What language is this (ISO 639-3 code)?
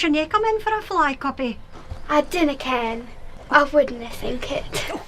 sco